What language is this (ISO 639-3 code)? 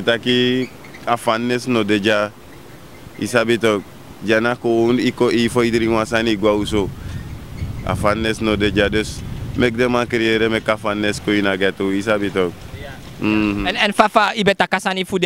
srn